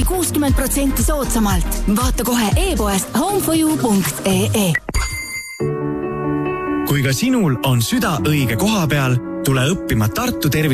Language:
Estonian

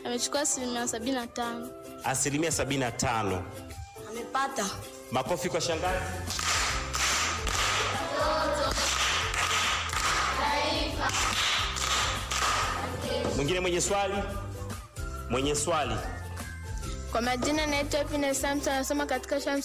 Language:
Swahili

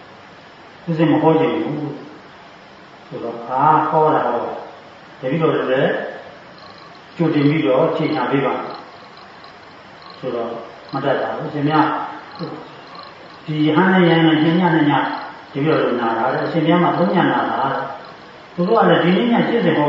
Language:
Burmese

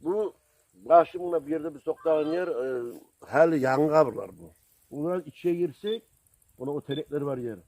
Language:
Kumyk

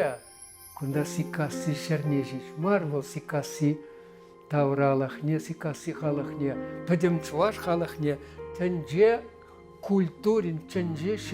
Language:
Chuvash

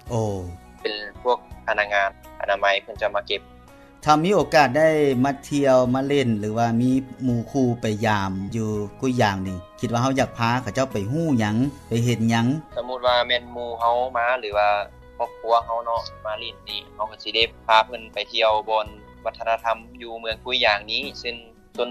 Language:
Lao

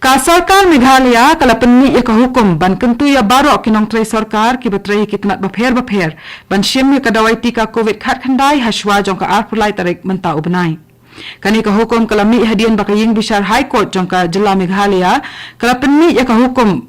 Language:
Khasi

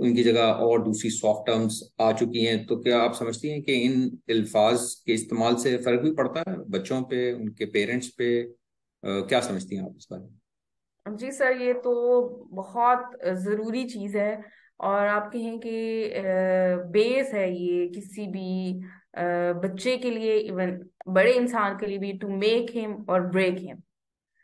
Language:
Hindi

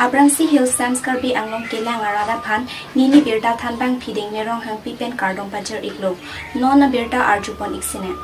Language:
Karbi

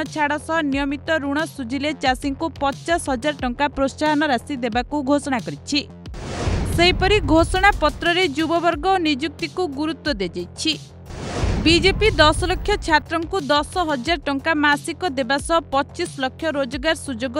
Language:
Odia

